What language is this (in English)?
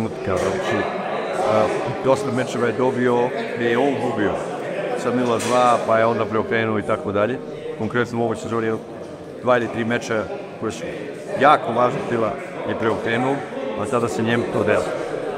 Serbian